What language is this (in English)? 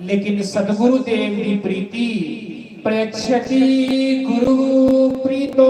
Dogri